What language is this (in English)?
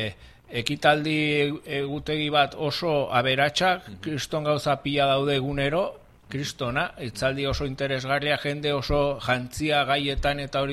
Basque